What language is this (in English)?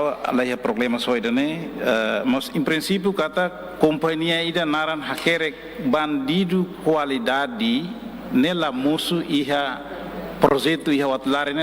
Tetum